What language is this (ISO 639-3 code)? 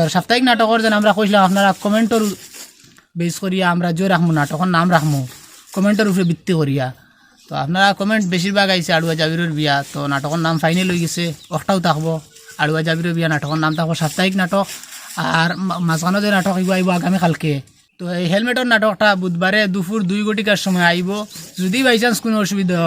syl